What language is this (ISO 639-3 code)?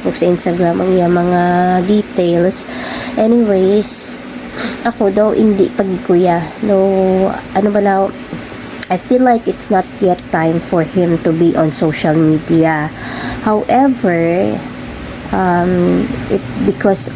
hil